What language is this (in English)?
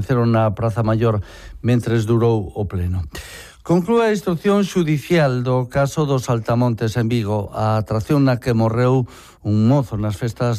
Galician